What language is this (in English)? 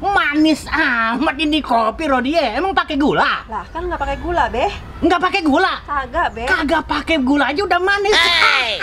Betawi